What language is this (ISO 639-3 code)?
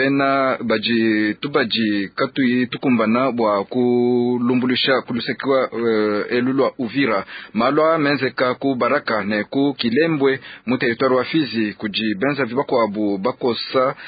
lua